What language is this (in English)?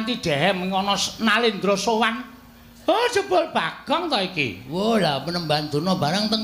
Javanese